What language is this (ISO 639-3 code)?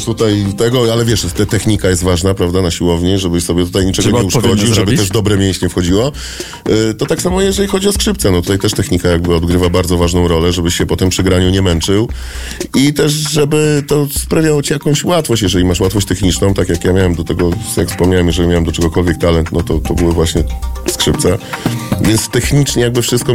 pol